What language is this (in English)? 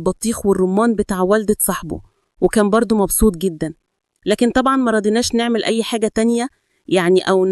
Egyptian Arabic